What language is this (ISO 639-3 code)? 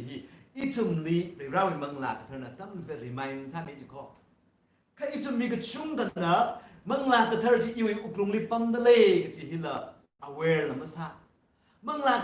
nmf